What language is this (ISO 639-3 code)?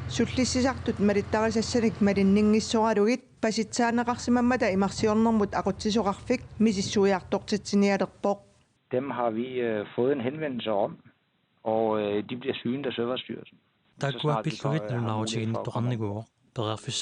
kal